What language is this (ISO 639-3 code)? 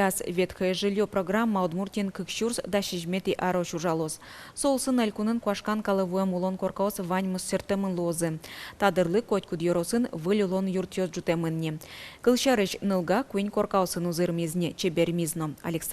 udm